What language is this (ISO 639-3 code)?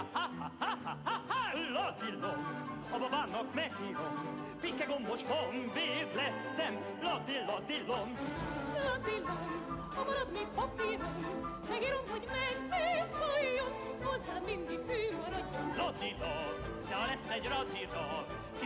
hun